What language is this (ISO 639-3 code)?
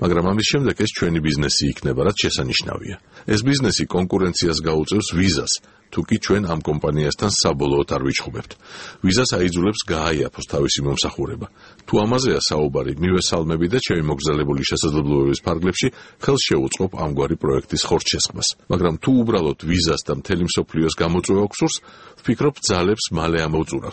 kat